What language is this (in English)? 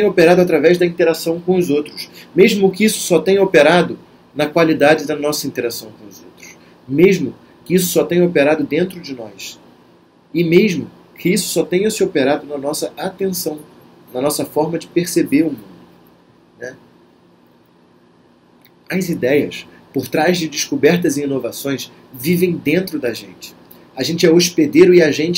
Portuguese